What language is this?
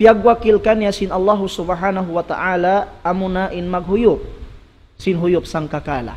Tausug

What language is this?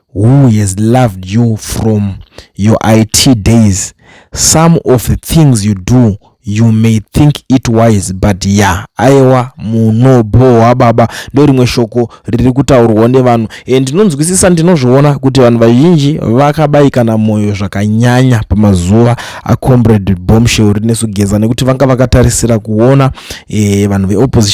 Shona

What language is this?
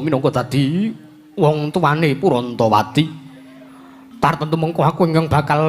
Javanese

